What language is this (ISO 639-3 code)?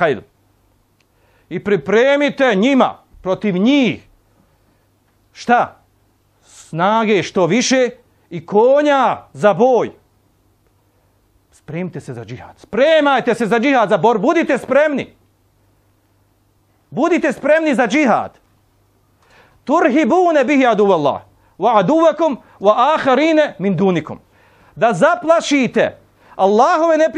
bos